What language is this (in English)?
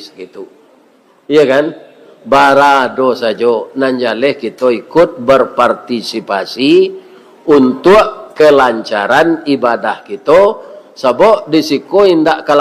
Minangkabau